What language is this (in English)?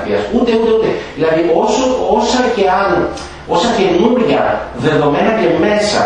Greek